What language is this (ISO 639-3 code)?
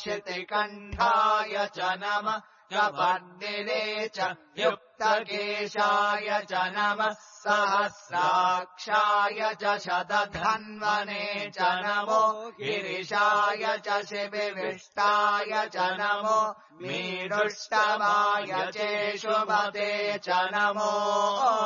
san